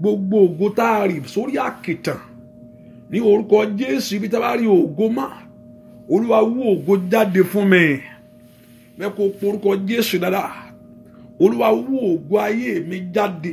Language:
Yoruba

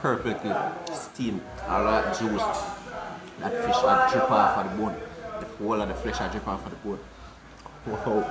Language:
Jamaican Creole English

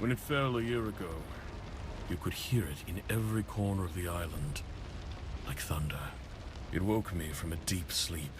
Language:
Bavarian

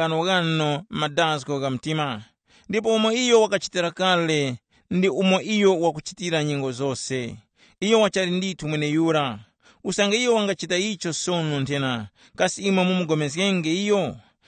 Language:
Tumbuka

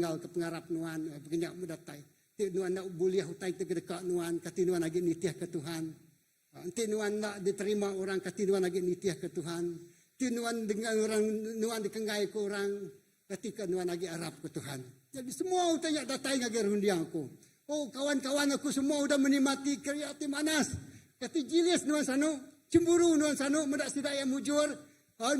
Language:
Iban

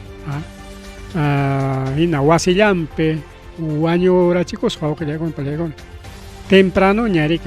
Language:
Ayacucho Quechua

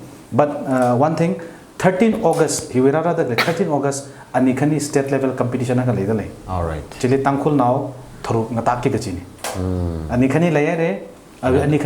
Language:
Tangkhul Naga (India)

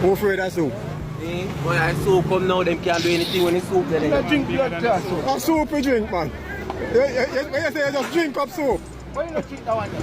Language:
Jamaican Creole English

